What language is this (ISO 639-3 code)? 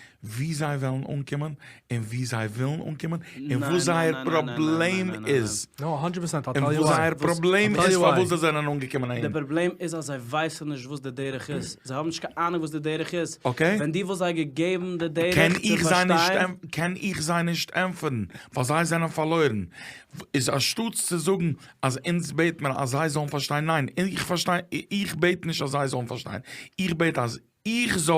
yid